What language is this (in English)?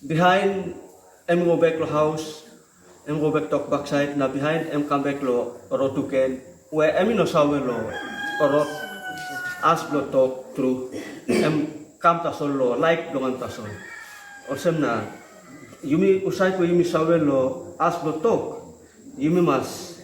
Tok Pisin